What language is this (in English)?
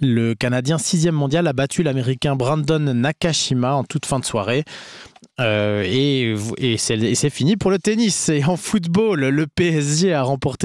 French